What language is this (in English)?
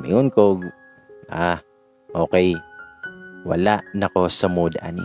Cebuano